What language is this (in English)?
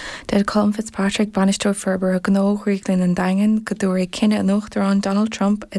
Irish